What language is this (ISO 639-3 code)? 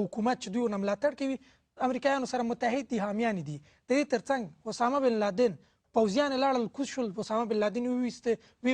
pus